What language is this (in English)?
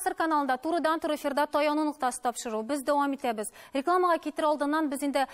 Tatar